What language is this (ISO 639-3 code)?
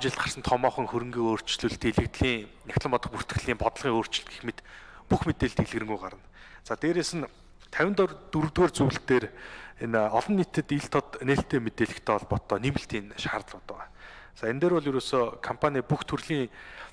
mon